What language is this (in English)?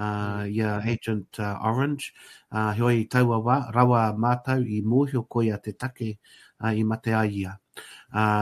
Māori